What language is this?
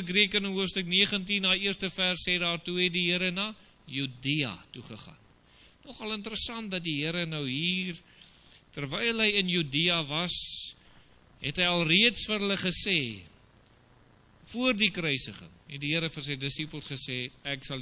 Afrikaans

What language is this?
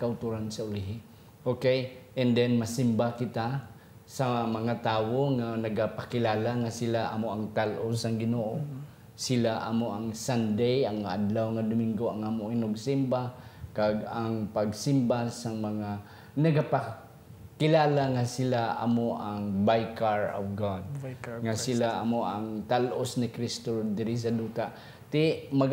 Hiligaynon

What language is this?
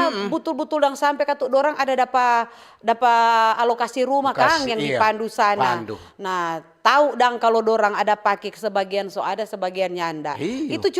Manado Malay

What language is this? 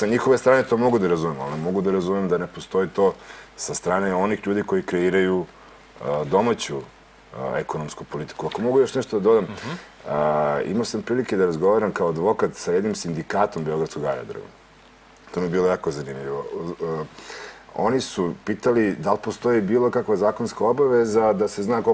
Serbian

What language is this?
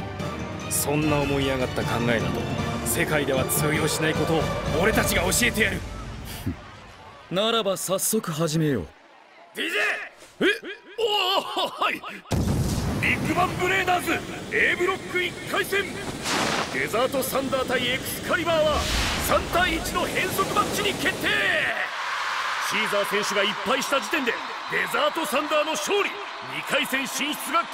Japanese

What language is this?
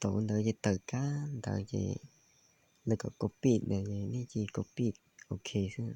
Hmong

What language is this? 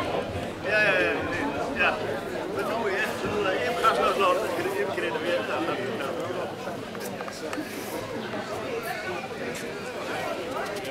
Dutch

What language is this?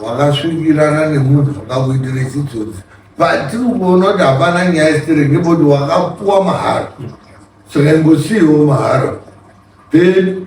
Shona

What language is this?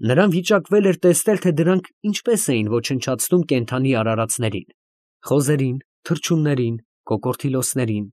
Armenian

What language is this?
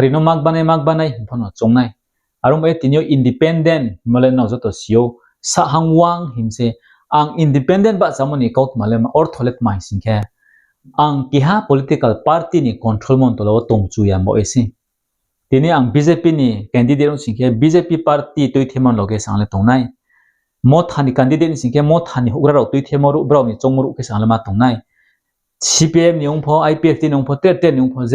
Riang (India)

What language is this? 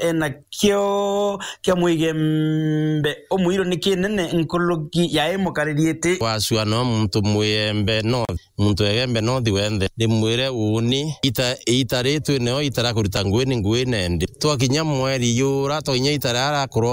Meru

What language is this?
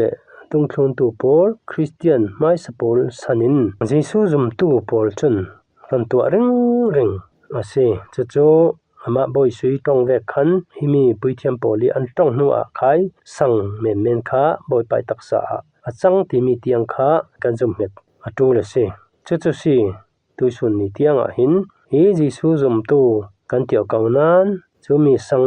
Falam Chin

